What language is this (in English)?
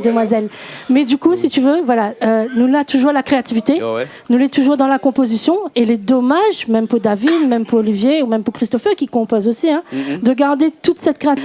Réunion Creole French